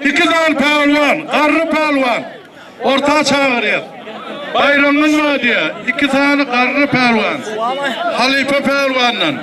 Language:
Turkmen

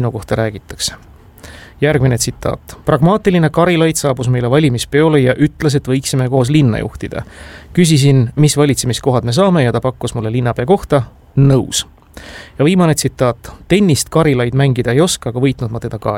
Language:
Estonian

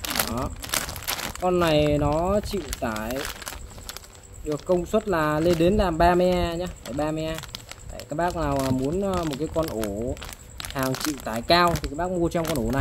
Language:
Vietnamese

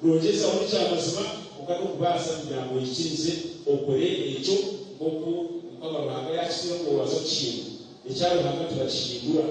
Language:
Nyankole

